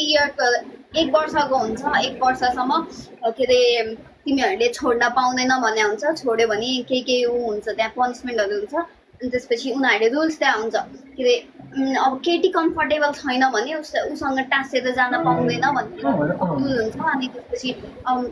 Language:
Nepali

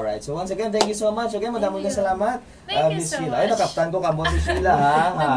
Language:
Hiligaynon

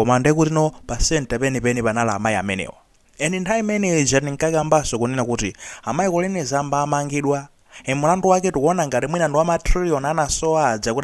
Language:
Nyanja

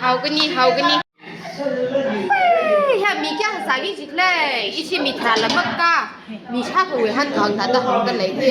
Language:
Tangkhul Naga (India)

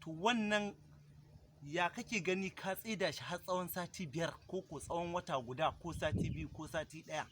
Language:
Hausa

